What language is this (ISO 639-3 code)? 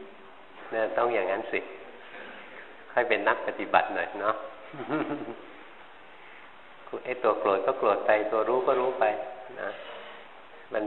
tha